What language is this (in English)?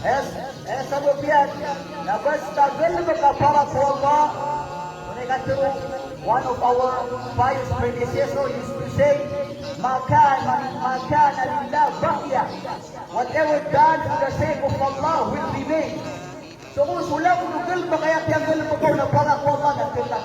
Maranao